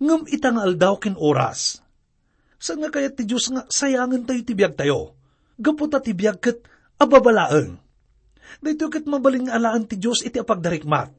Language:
Iloko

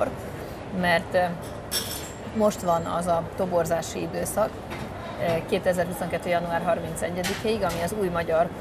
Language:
Hungarian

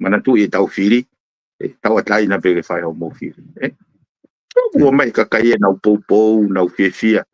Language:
Tongan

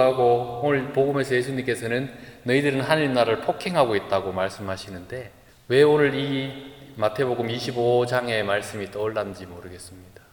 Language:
Korean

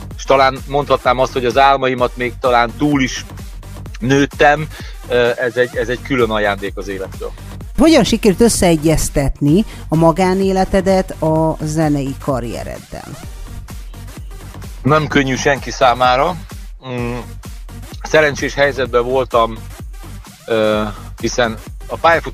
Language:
Hungarian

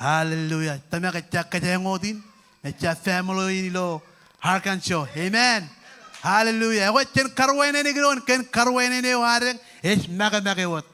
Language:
Marshallese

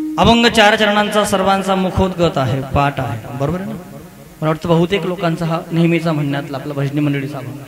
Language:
Marathi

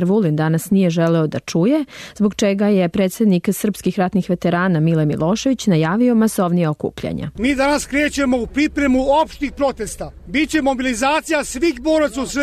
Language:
Serbian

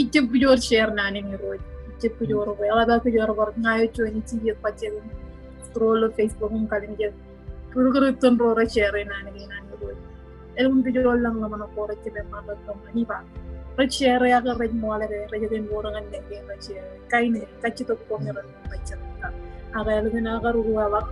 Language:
Marshallese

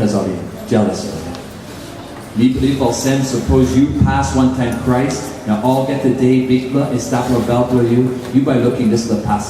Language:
Tok Pisin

